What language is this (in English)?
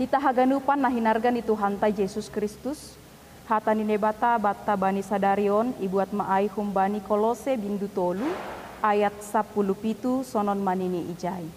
Batak Simalungun